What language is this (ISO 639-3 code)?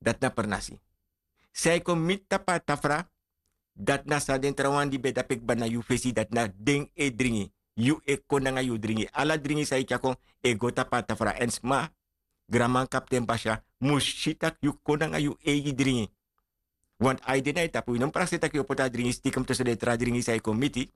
srn